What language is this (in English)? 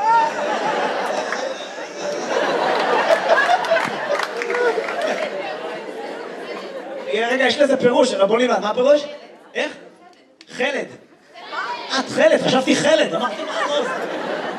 Hebrew